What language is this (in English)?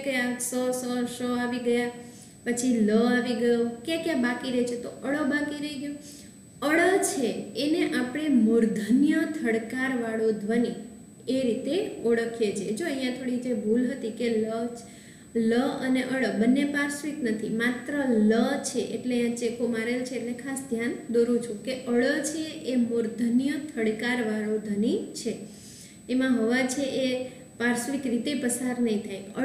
Gujarati